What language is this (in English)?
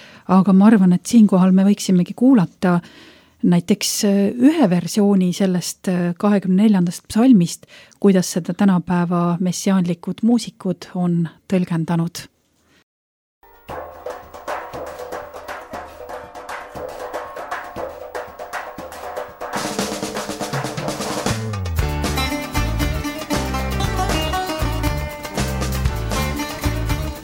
Estonian